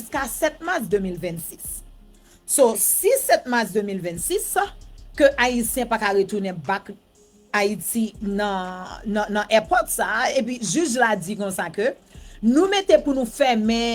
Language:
Haitian Creole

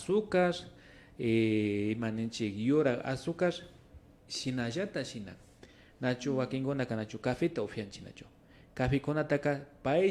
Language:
Imbabura Highland Quichua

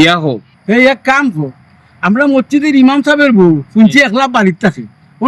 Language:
Sylheti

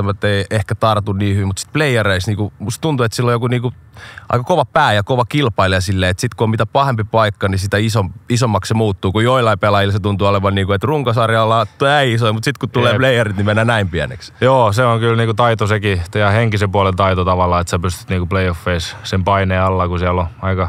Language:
Finnish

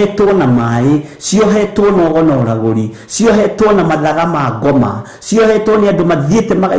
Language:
Kikuyu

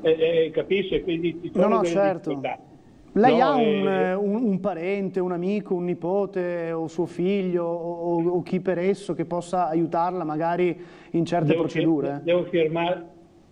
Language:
Italian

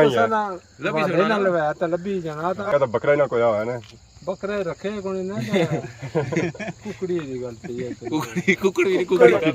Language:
Pahari-Potwari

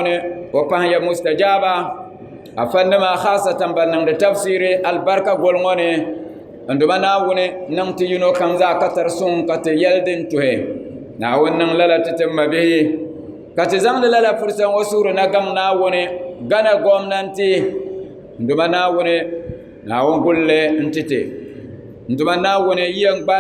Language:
Dagbani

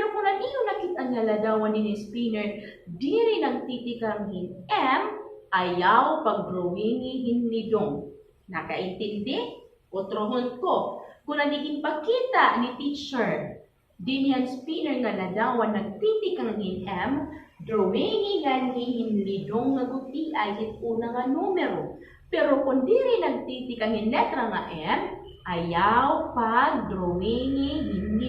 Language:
Waray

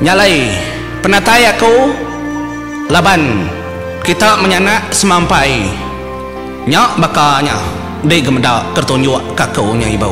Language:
Iban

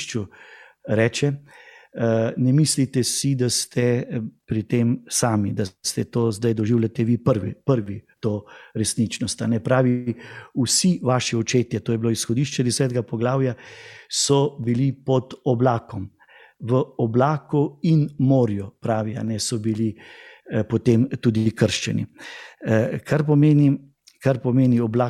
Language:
Slovenian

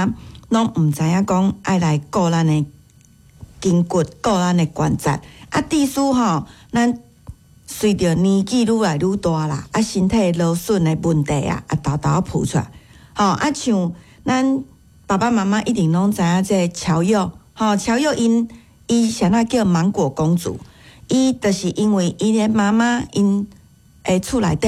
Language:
Min Nan Chinese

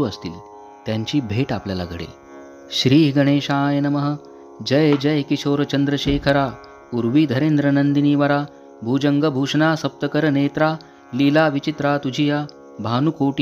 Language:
Marathi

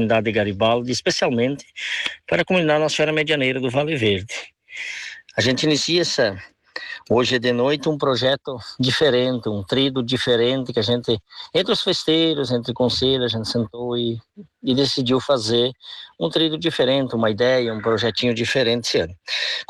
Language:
Portuguese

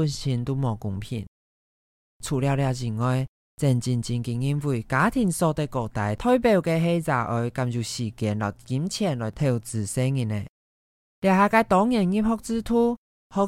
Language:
Hakka Chinese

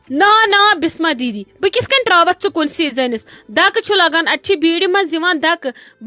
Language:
Kashmiri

